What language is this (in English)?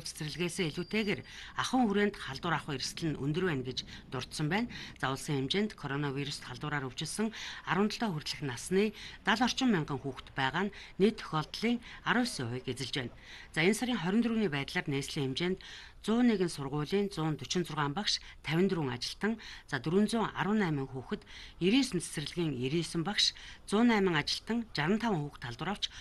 Mongolian